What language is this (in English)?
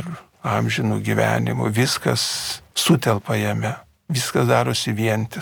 Lithuanian